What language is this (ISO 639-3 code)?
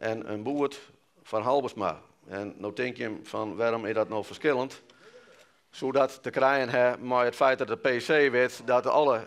fry